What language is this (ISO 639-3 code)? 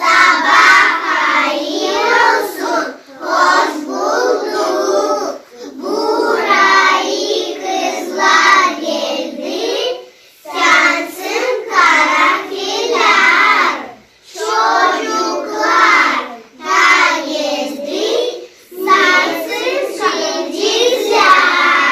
gag